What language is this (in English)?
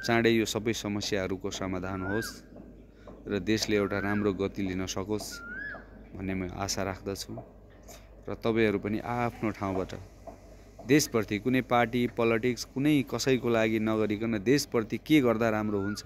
Nepali